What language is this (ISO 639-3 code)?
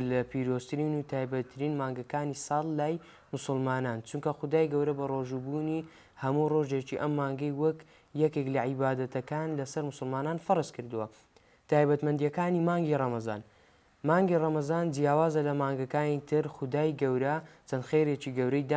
ckb